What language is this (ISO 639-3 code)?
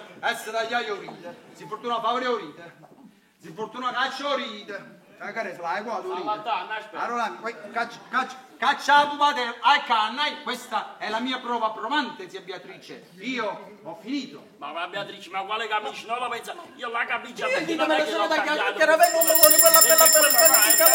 nap